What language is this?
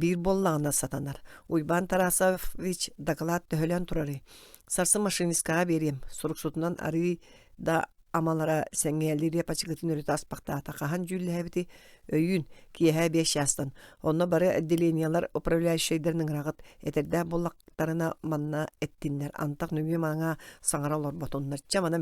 Yakut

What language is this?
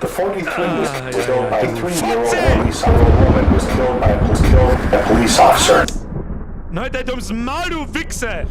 Bavarian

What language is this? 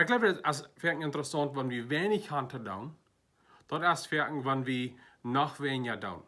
Plautdietsch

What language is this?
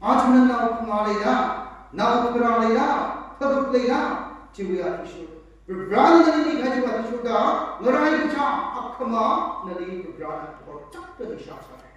Tangkhul Naga (India)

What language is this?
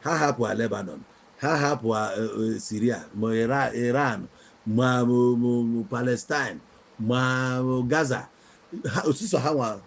Igbo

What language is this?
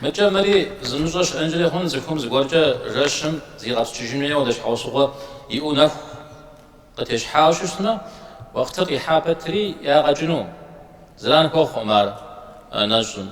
Kabardian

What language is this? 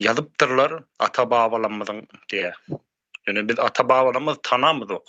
Turkmen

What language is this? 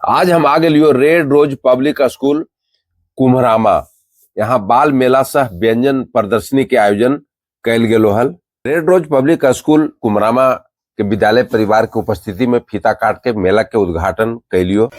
Magahi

